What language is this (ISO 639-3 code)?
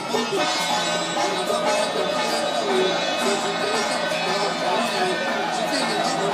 zho